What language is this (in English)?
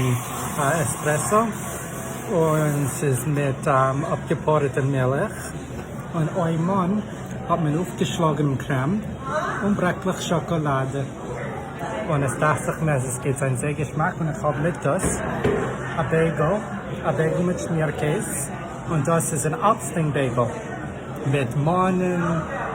Yiddish